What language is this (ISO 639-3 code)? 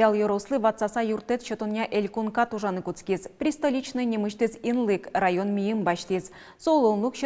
udm